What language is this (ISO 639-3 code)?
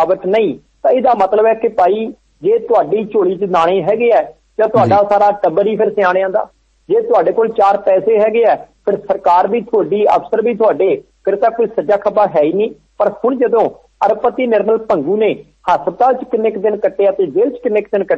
pan